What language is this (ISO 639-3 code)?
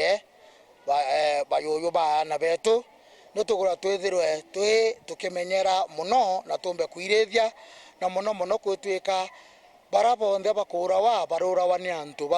mer